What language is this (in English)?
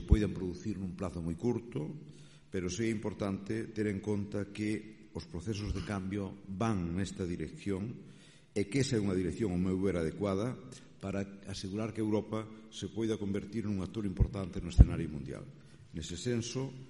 Galician